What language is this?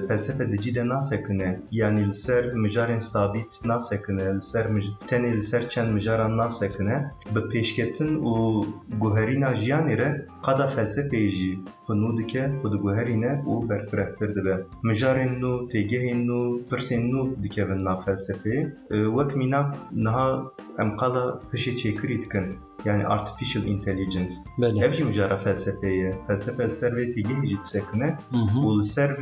Kurdish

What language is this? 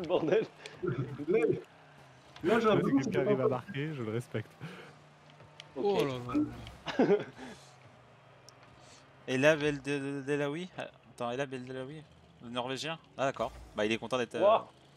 French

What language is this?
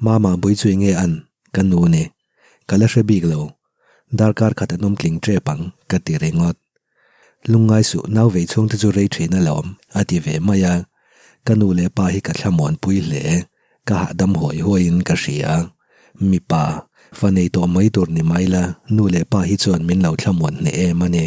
Mizo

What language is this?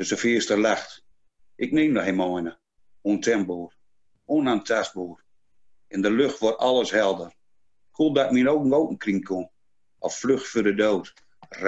Gronings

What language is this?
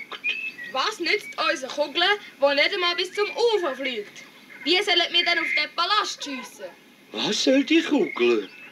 Swiss German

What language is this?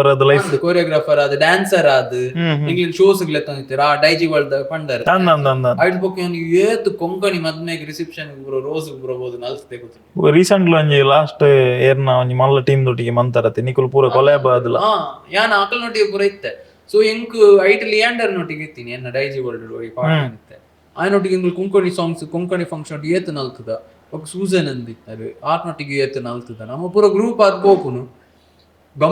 Tulu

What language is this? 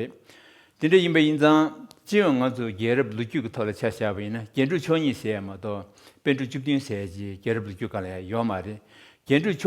Tibetan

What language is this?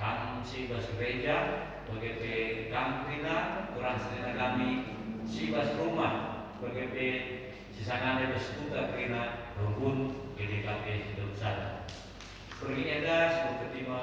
Batak Karo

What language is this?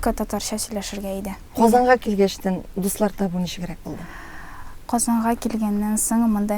Tatar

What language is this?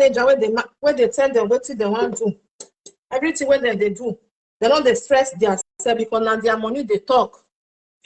Nigerian Pidgin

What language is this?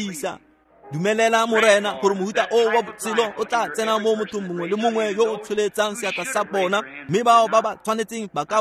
Tswana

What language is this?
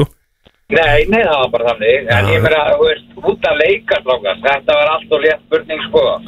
Icelandic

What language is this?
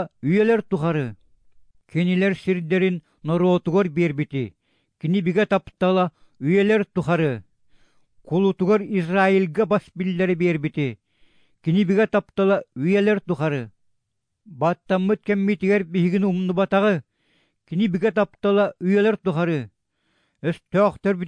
Yakut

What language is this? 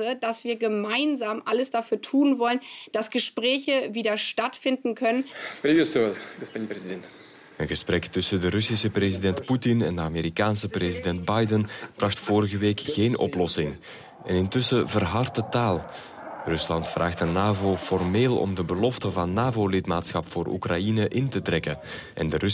Dutch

